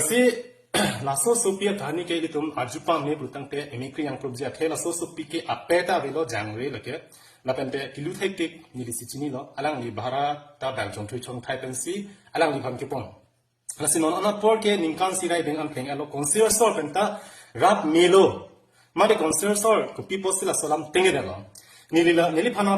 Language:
Karbi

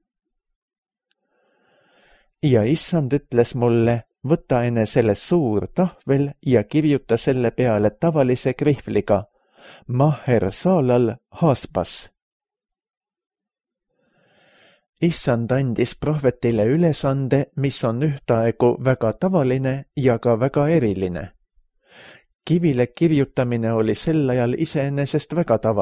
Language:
Estonian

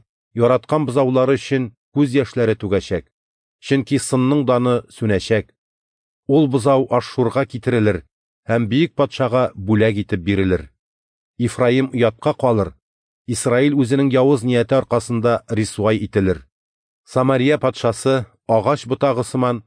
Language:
Tatar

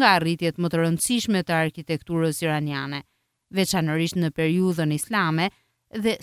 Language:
Albanian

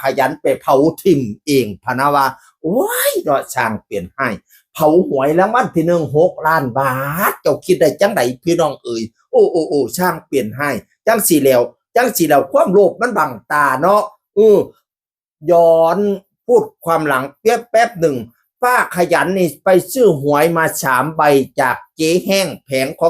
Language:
Northeastern Thai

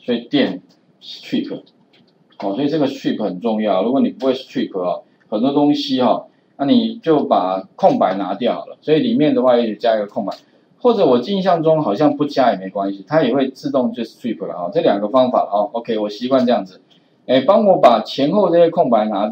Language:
Chinese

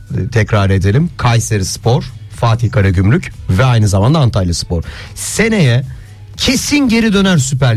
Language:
Turkish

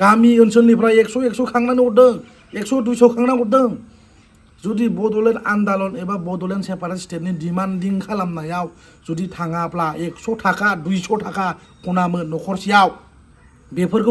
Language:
Bodo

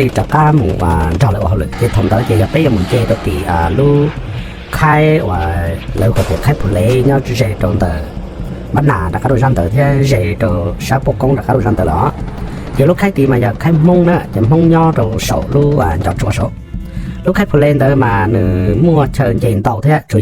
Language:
Hmong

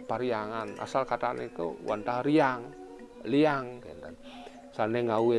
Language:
Balinese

